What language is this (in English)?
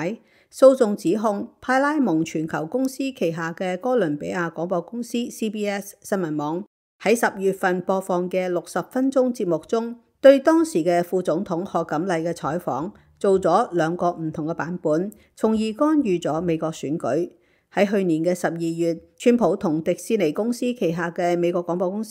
Cantonese